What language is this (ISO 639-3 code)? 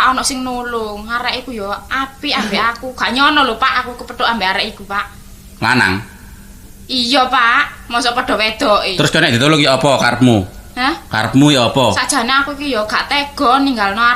jav